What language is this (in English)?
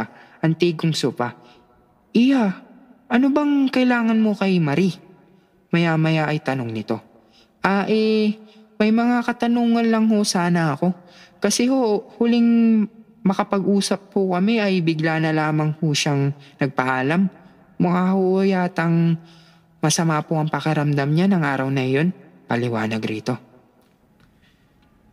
Filipino